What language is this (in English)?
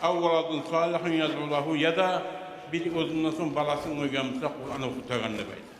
Kumyk